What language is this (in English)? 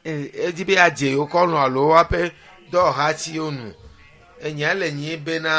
Ewe